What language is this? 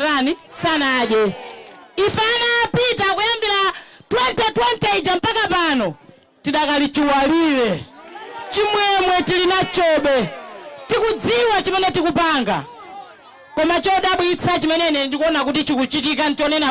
Nyanja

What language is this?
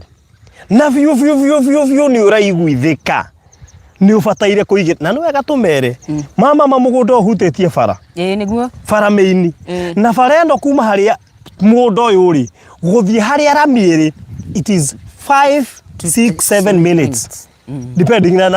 Kikuyu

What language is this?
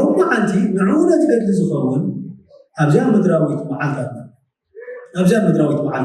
Tigrinya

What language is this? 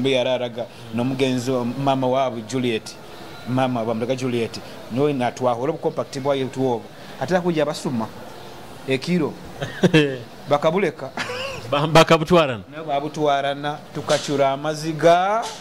Nyoro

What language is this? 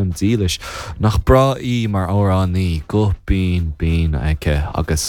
Irish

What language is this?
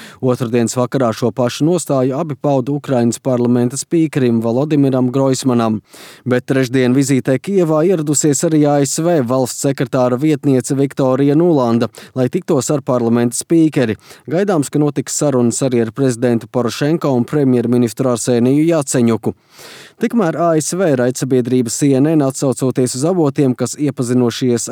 Latvian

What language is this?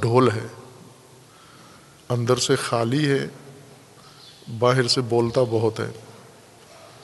Urdu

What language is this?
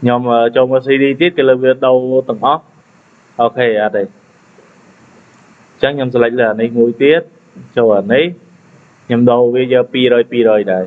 Khmer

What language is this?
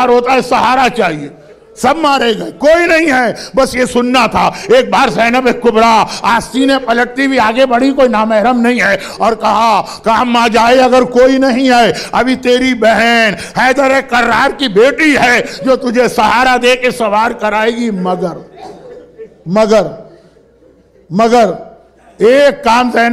Urdu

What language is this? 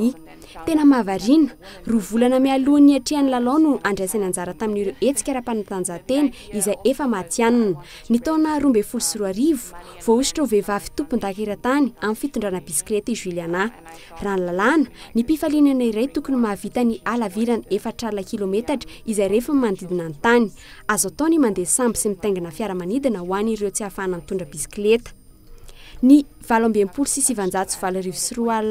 Malagasy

